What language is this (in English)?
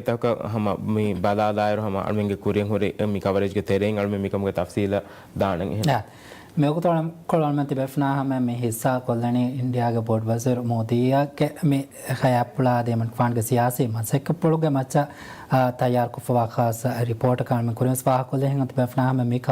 Divehi